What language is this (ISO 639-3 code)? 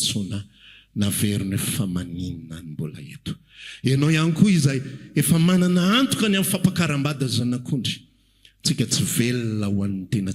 mlg